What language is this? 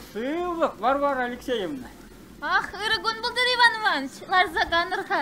Chuvash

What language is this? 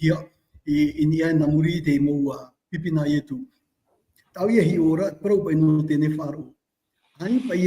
Tahitian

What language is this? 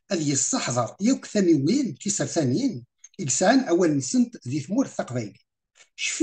Kabyle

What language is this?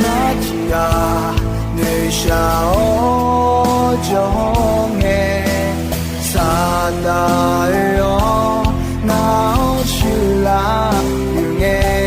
Akha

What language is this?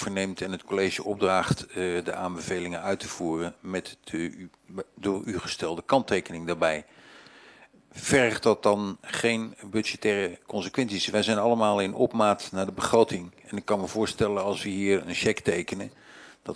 Dutch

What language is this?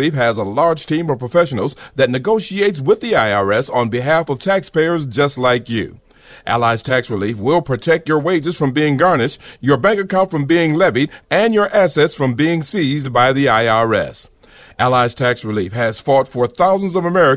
English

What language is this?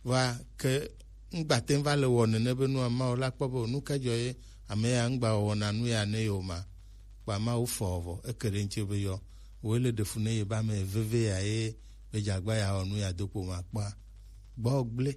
Gen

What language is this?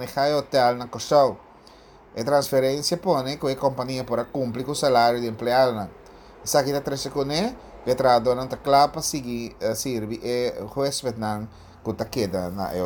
Papiamento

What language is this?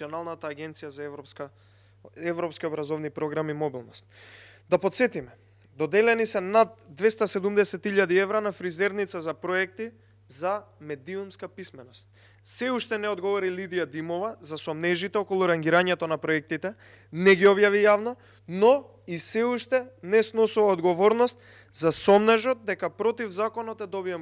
Macedonian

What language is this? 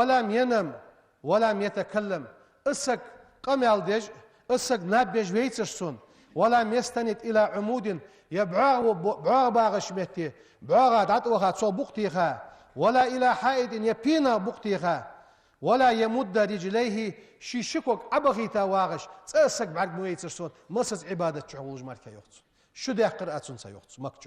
Ingush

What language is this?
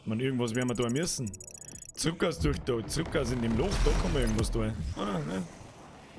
Bavarian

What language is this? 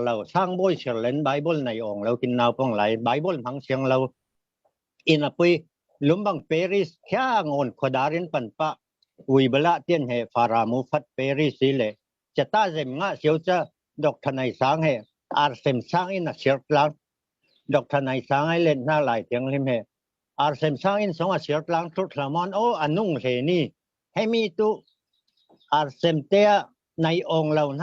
Falam Chin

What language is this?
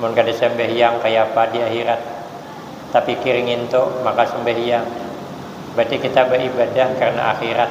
Banjar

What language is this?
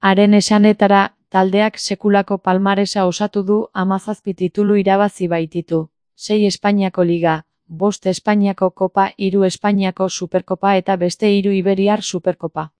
Basque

